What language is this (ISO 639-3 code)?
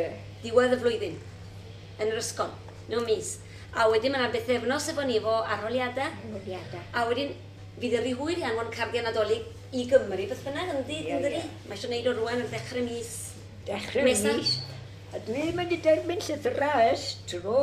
cym